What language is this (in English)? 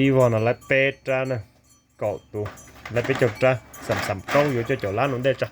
Hmong